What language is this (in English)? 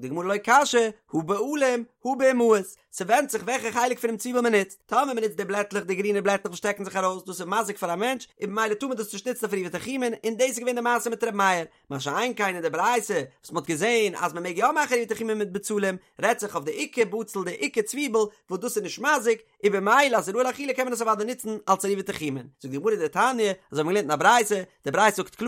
Yiddish